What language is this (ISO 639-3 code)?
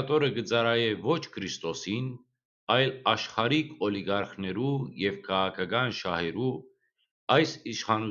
hyw